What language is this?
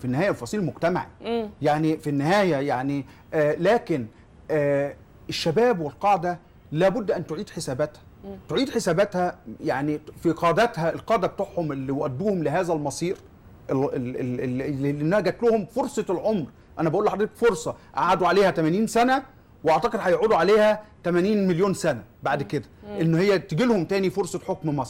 Egyptian Arabic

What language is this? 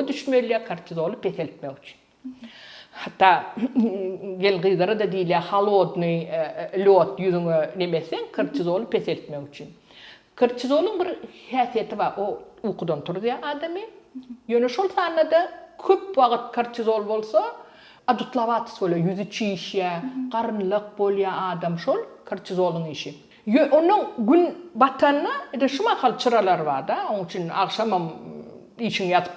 Turkmen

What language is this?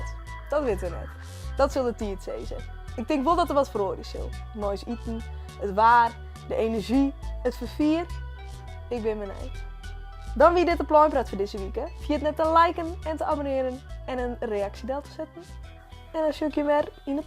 Western Frisian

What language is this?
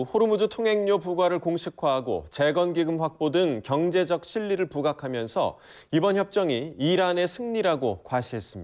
Korean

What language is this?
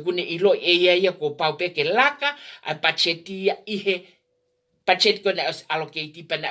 Tongan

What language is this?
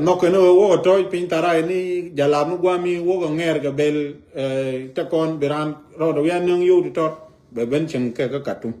Nuer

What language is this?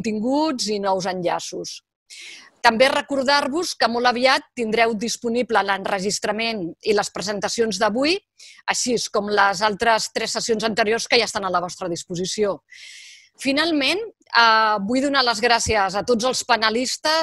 Catalan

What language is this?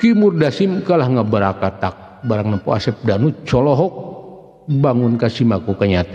Sundanese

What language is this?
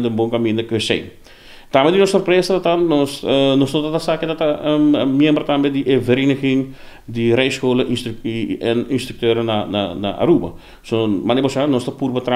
Papiamento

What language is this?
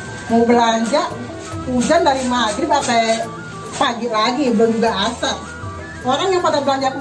Betawi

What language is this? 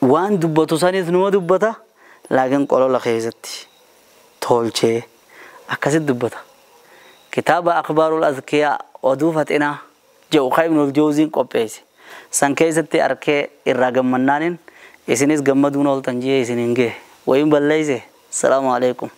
Oromo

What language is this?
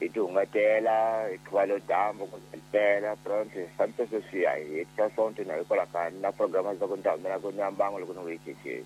Tsonga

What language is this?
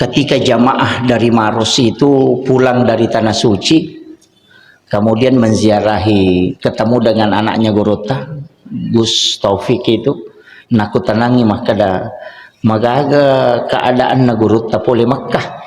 Buginese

